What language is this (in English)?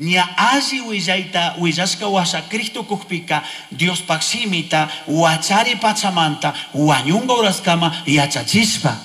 Chimborazo Highland Quichua